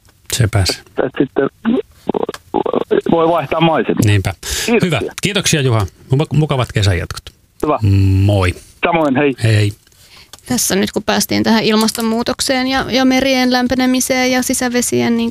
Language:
Finnish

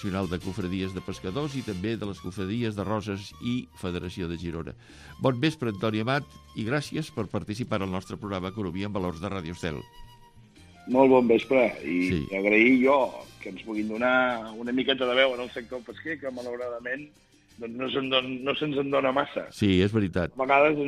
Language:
Catalan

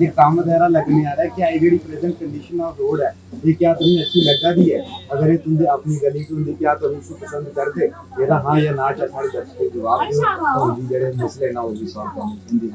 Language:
Dogri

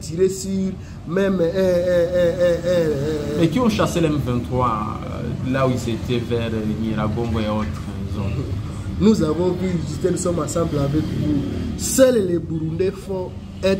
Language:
French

